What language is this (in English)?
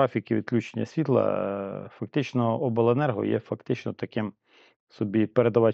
Ukrainian